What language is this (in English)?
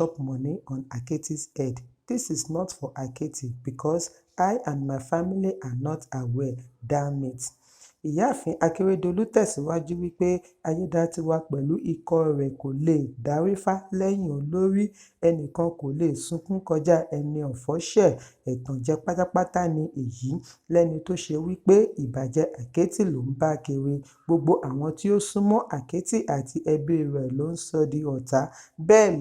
Yoruba